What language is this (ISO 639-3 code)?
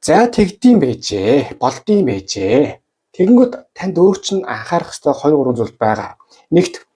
mon